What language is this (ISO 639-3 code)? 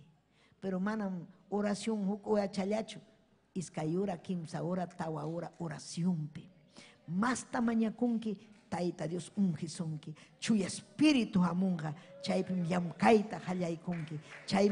quy